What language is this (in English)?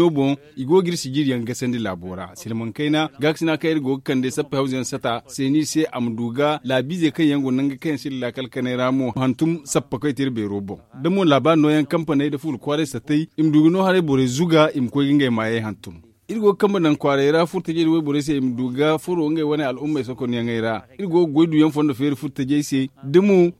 Zarma